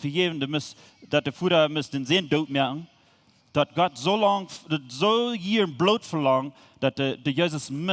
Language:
Plautdietsch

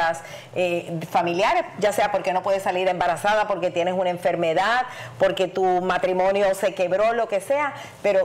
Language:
Spanish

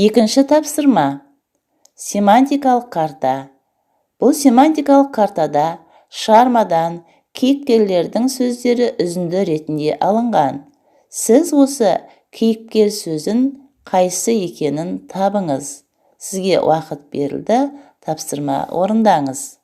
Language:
Kazakh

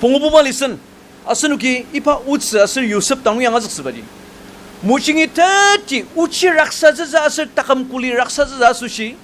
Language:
Ao Naga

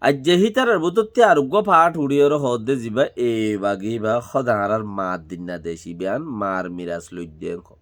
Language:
Rohingya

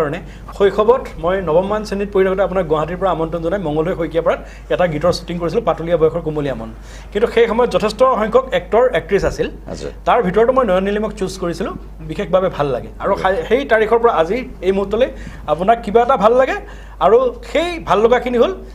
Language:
Assamese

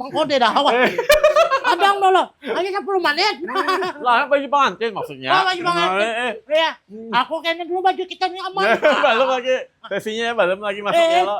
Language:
Banjar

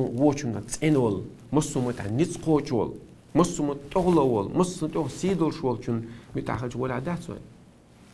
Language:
Chechen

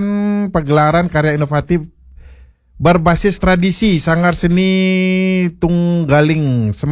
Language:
Balinese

